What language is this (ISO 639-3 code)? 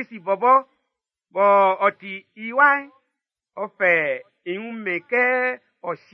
bci